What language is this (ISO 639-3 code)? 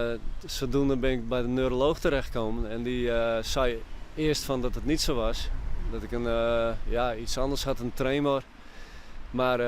fry